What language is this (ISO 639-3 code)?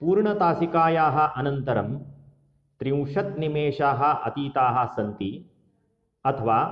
san